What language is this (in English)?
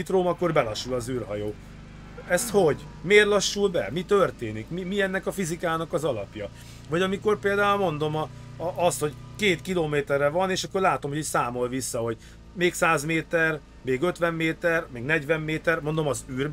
Hungarian